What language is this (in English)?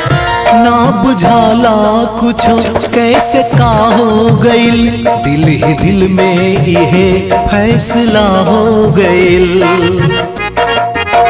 Bhojpuri